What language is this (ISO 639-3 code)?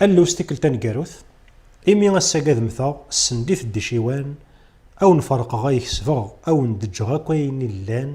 kab